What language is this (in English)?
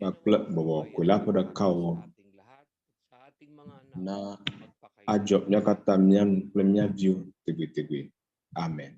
Ewe